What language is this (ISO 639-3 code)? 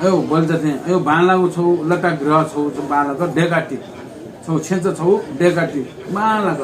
new